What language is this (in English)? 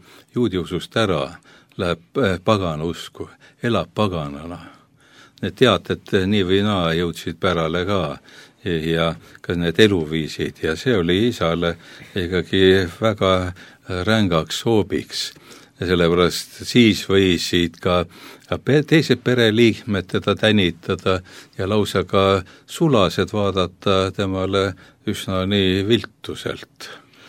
Estonian